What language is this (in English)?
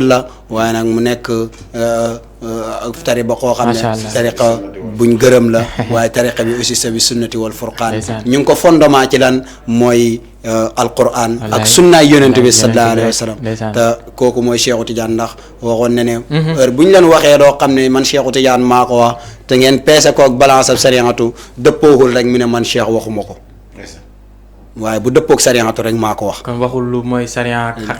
Wolof